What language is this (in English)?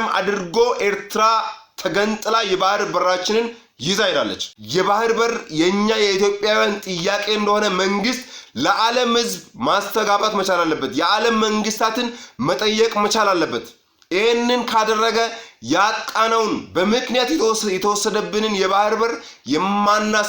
Amharic